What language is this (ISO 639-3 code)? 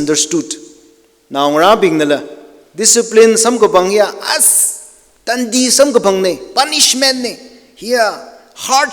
nmf